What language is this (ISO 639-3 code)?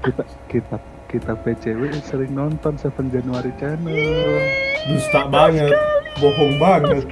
xmm